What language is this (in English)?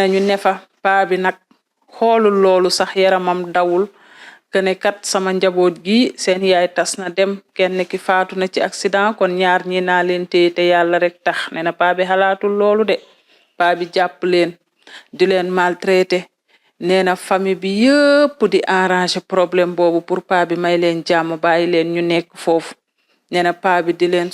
Wolof